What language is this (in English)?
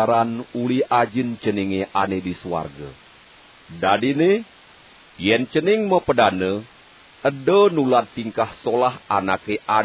Balinese